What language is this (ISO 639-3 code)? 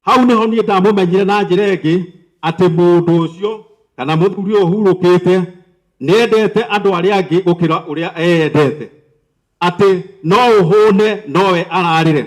kik